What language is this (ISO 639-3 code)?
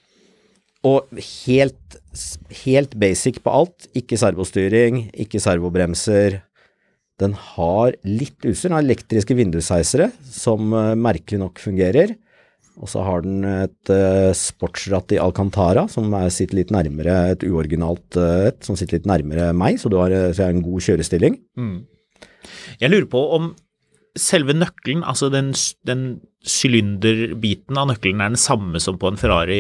nor